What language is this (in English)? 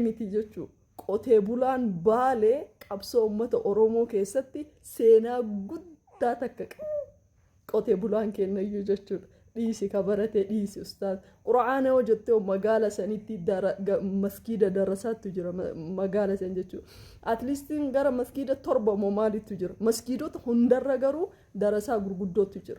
Oromo